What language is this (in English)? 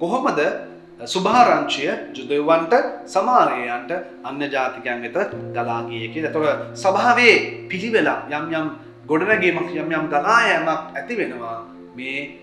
Sinhala